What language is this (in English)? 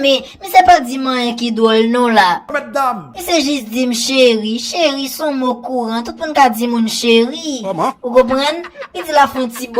Haitian Creole